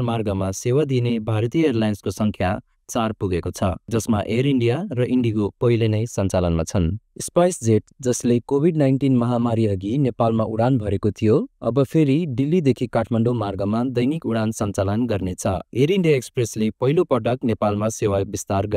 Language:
Nepali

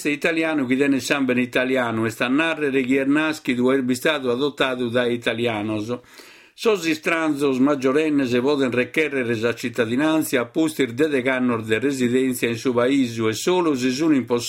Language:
Sardinian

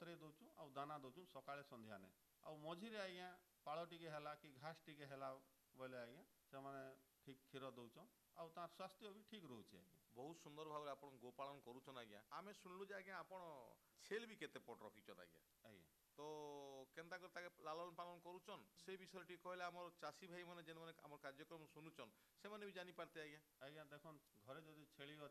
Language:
Odia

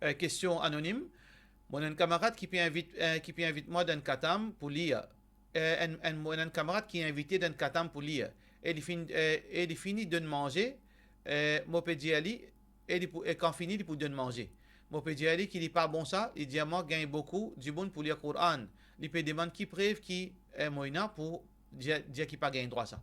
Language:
Morisyen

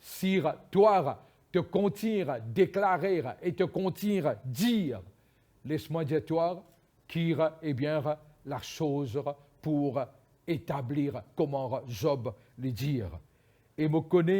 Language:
Morisyen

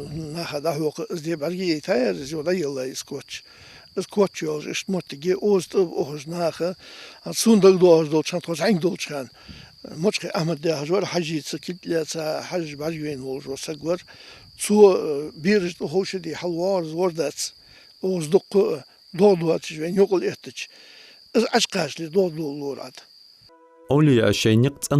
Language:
Ingush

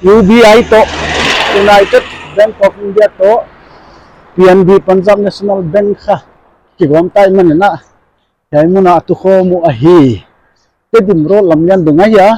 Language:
Paite Chin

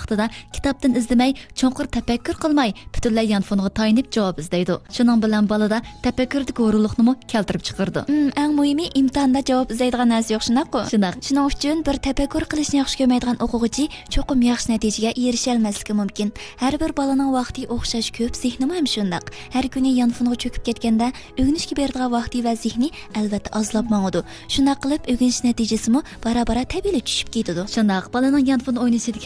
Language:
Uyghur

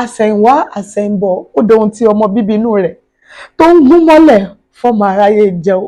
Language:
Yoruba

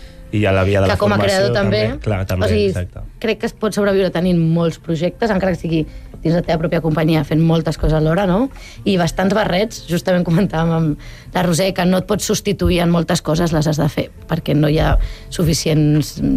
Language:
Catalan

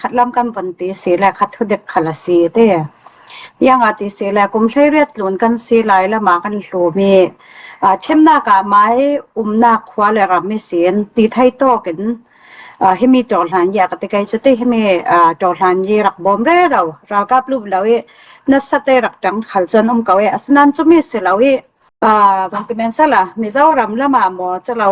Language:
Falam Chin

